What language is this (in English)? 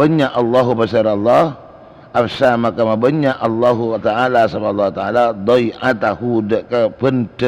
Madurese